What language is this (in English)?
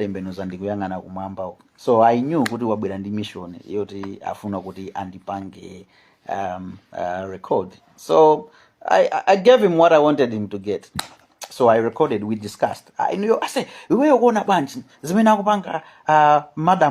Nyanja